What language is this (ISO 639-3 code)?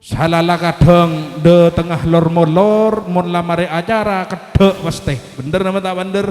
mad